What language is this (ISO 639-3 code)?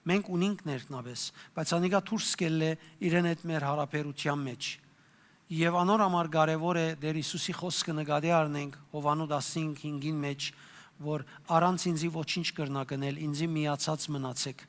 hyw